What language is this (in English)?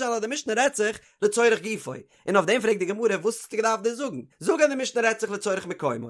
Yiddish